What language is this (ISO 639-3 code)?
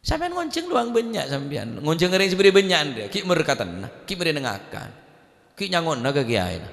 mad